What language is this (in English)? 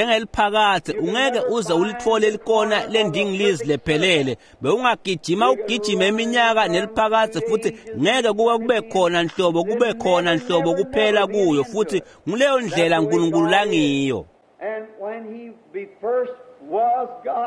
Swati